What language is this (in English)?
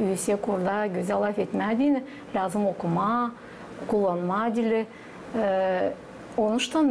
Gagauz